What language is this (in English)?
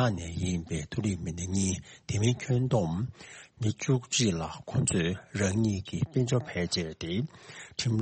Tibetan